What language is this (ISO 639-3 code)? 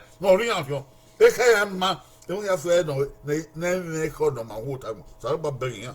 bin